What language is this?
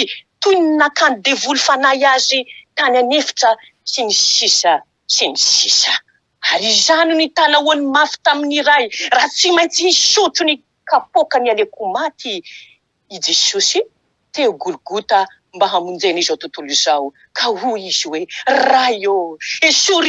Malagasy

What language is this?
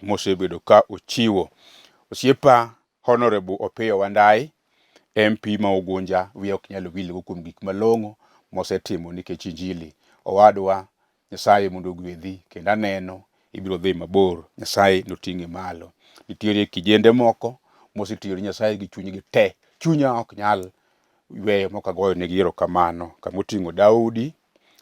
Luo (Kenya and Tanzania)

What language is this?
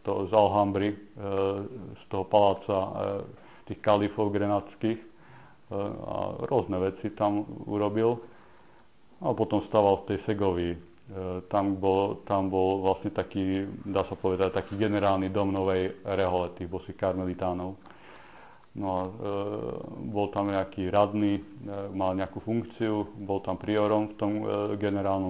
Slovak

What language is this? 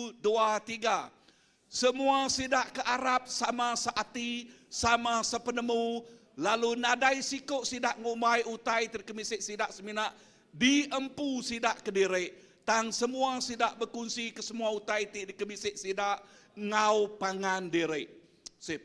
Iban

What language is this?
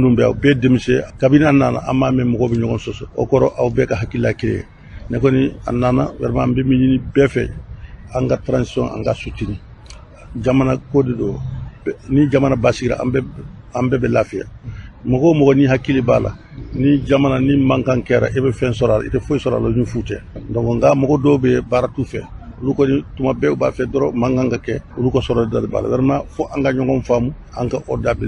Bambara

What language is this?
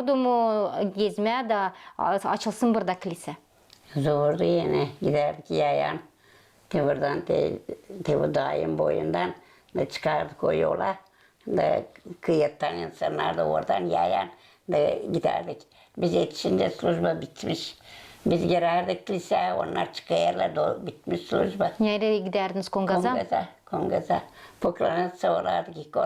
Gagauz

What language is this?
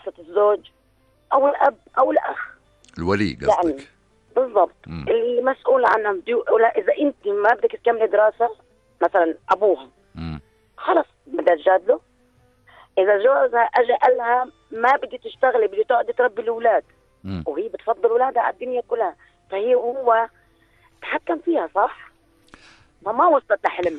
North Levantine Arabic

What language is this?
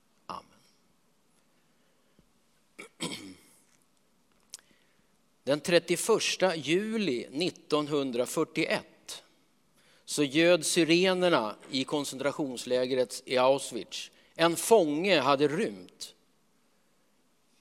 Swedish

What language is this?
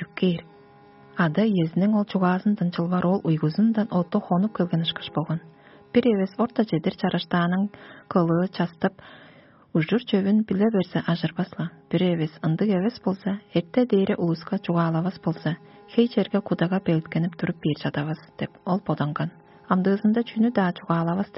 Tuvinian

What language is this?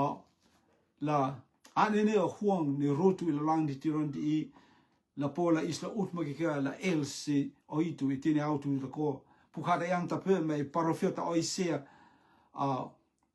Rotuman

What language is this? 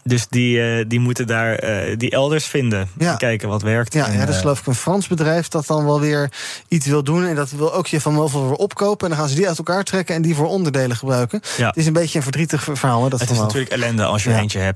Dutch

